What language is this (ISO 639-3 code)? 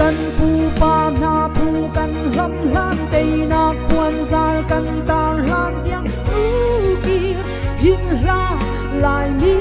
cnh